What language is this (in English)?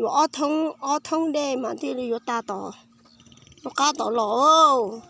Hmong